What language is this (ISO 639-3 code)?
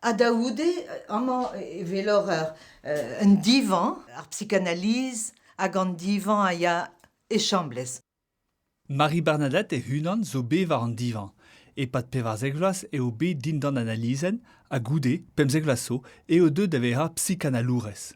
bre